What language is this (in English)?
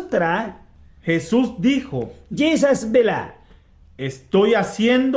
Mískito